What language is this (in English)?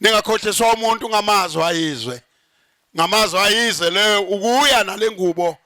Zulu